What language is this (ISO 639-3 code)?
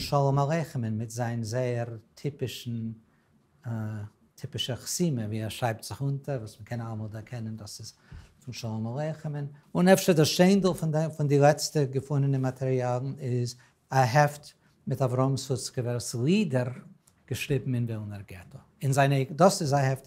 yid